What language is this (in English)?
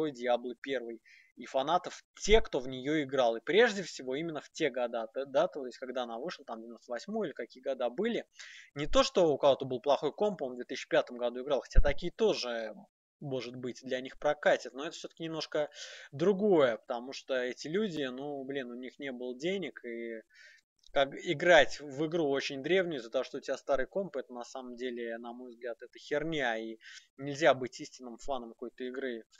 Russian